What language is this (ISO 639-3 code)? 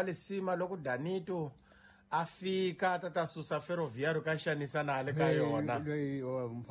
tso